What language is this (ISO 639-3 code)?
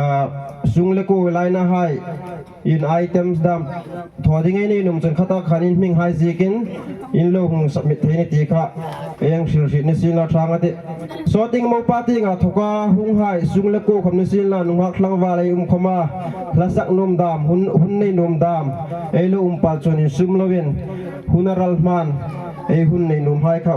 hmr